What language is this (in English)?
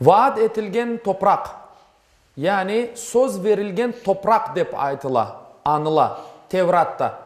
Crimean Tatar